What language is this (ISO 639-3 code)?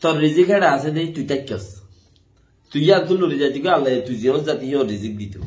rhg